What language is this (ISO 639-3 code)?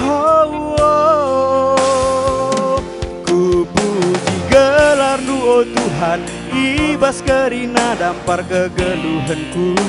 btx